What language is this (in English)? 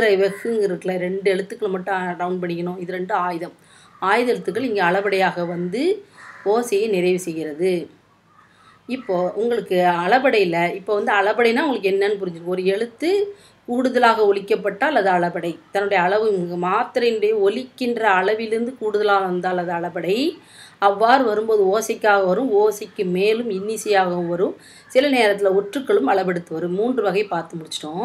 Tamil